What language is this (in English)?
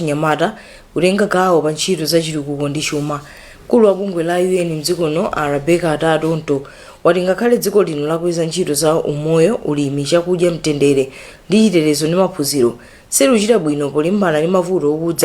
Nyanja